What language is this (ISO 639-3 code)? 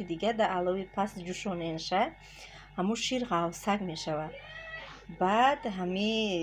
tgk